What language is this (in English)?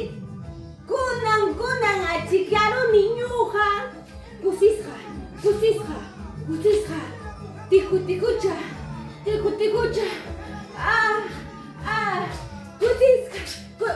Ayacucho Quechua